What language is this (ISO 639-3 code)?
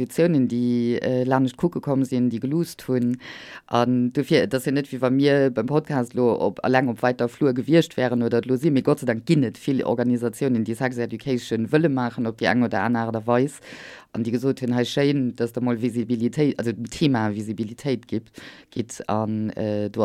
ltz